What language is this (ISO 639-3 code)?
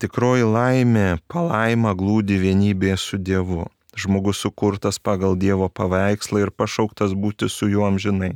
lit